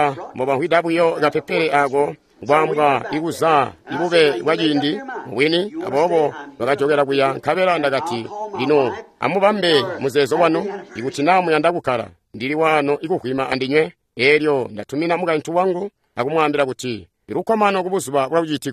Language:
Tonga (Zambia)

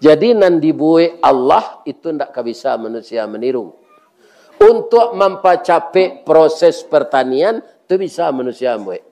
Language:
Minangkabau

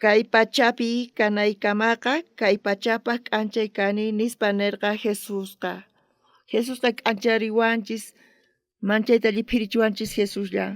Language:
South Bolivian Quechua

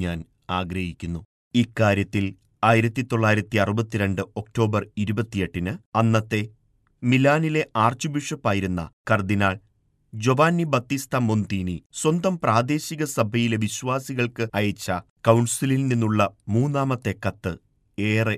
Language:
Malayalam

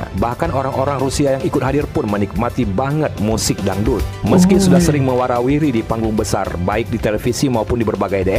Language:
Indonesian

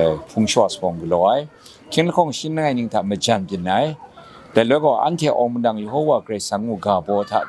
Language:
Kachin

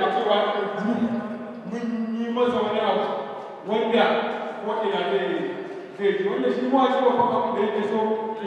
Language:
Hausa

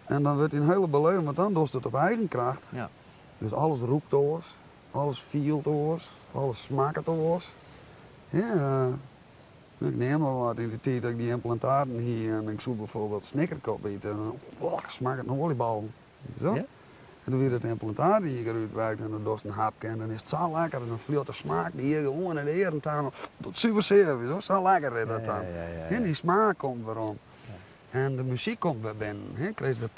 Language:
Western Frisian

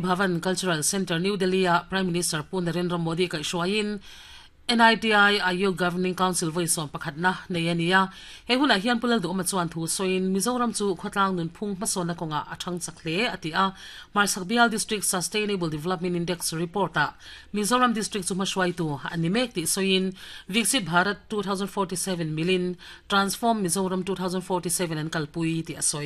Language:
Mizo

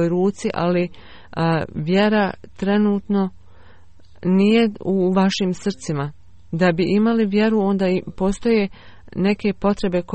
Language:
Bosnian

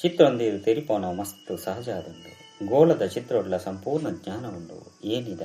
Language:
Tulu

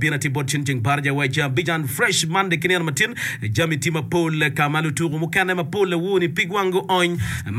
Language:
Acoli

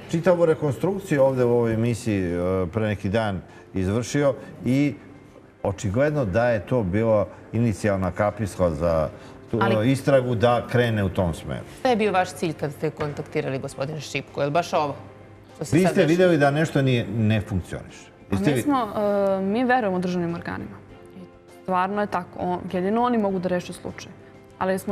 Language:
Serbian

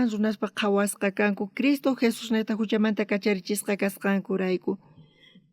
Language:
South Bolivian Quechua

